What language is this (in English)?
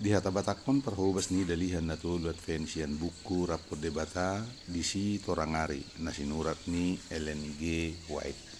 Batak Toba